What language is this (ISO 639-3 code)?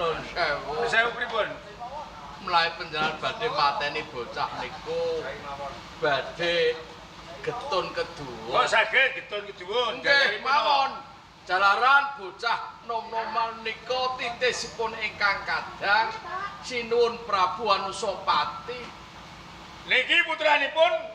jav